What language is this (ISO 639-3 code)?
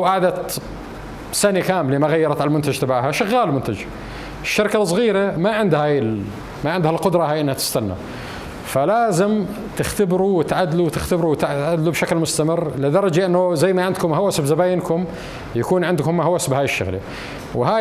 apc